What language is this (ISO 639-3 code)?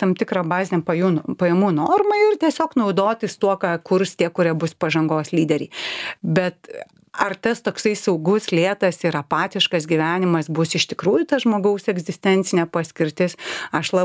lit